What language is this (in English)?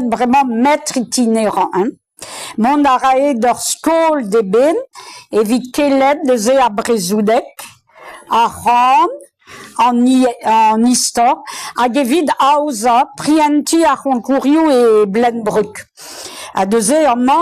Breton